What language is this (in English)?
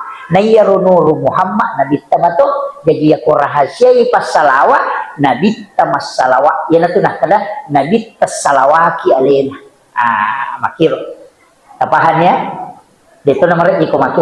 Buginese